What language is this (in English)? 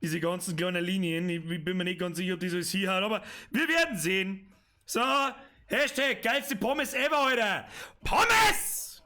Bavarian